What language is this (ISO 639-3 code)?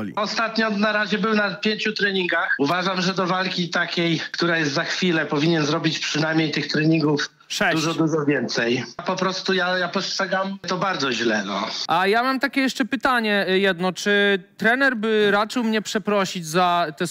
pol